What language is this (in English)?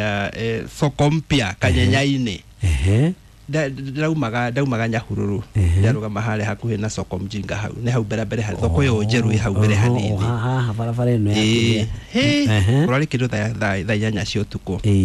Kikuyu